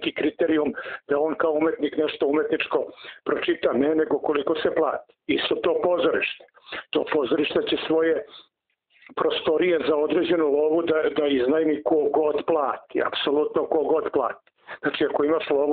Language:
Serbian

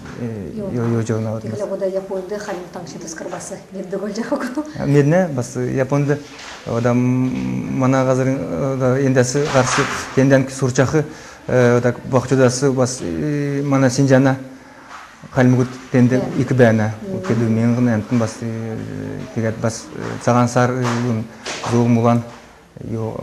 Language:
Kalmyk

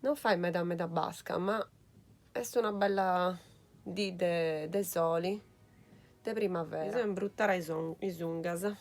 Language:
Sardinian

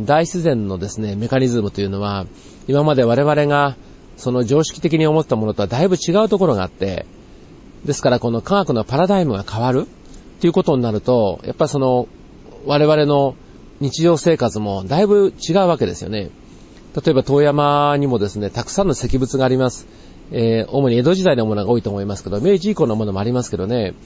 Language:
Japanese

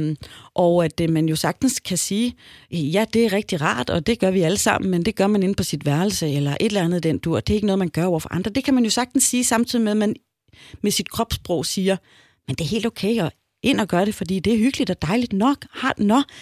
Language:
Danish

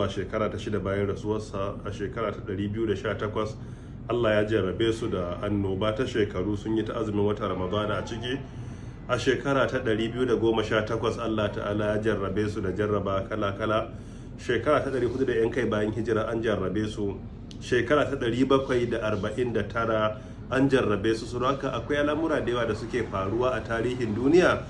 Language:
Hausa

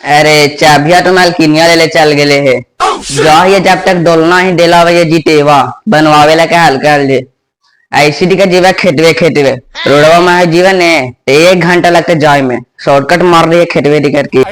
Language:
Magahi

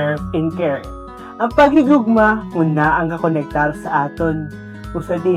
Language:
Hiligaynon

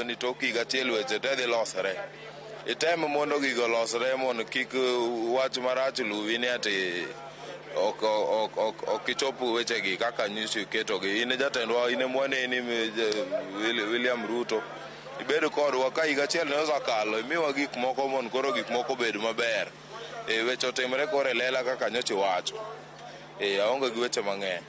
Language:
Luo (Kenya and Tanzania)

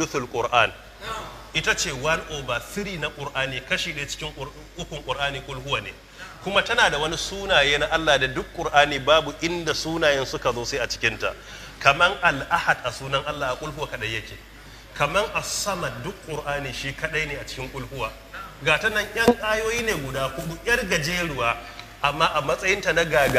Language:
Hausa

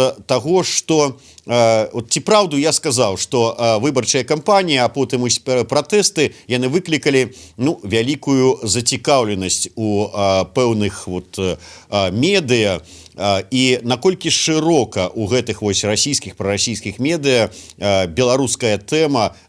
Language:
Belarusian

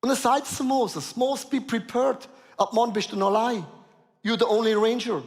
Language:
Swiss German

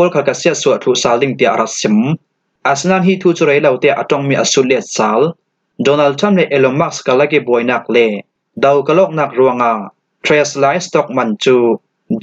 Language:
Falam Chin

